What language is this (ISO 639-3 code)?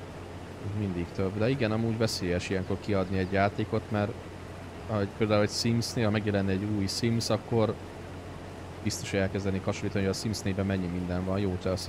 hun